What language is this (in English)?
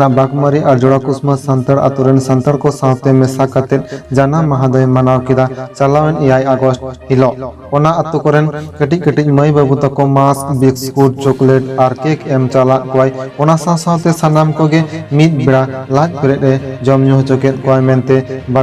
Santali